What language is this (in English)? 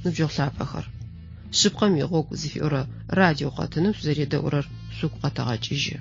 Adyghe